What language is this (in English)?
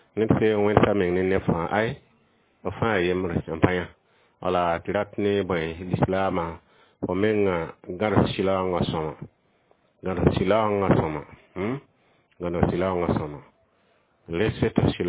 Mossi